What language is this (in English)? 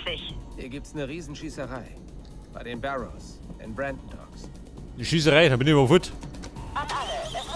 Bavarian